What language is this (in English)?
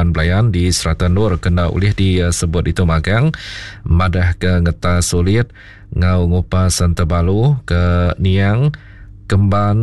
Iban